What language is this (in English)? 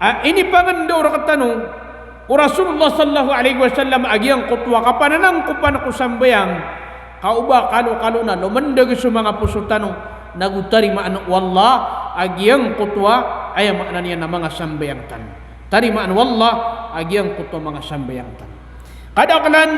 Maranao